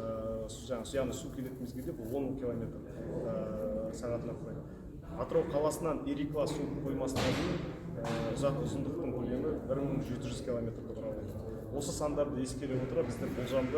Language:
Kazakh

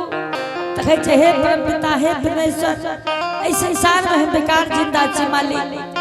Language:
Angika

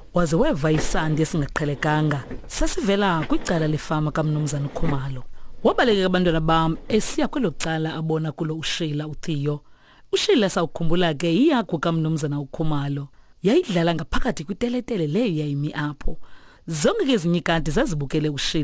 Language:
Xhosa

